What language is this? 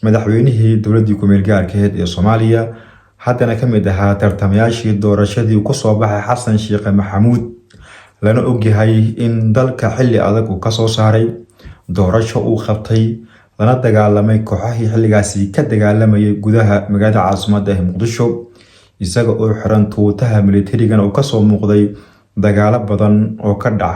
Somali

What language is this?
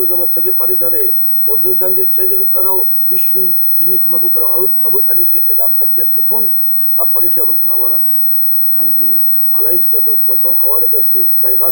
Avaric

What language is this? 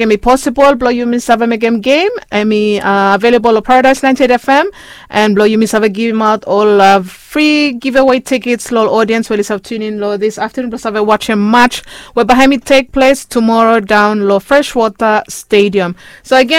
Bislama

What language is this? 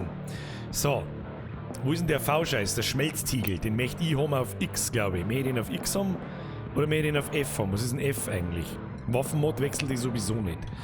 Bavarian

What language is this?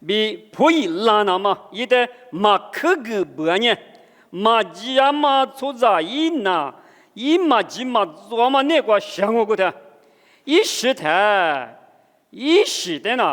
Lisu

